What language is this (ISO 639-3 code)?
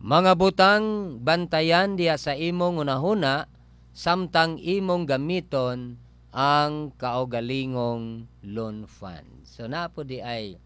ceb